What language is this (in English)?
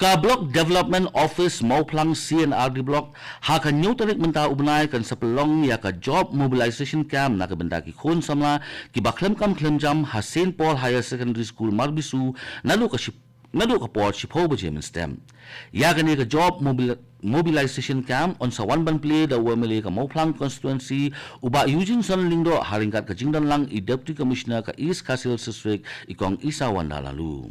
Khasi